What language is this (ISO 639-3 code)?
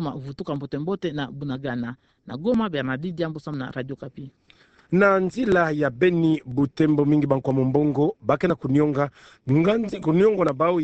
ktu